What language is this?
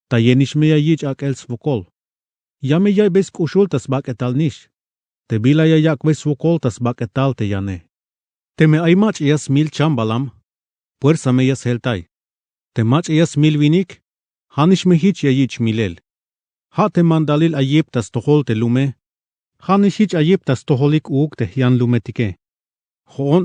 Tzeltal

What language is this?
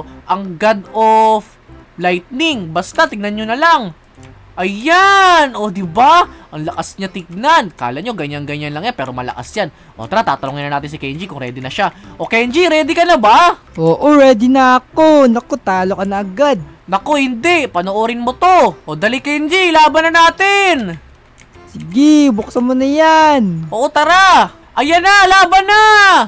Filipino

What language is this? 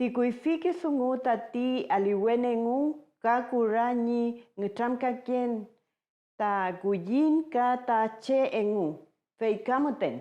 Mapuche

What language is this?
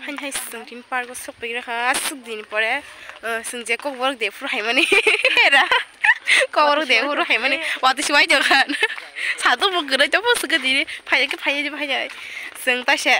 Kok Borok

